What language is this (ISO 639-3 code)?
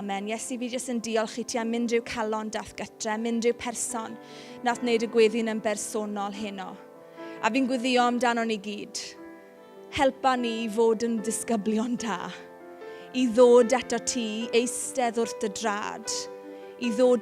cym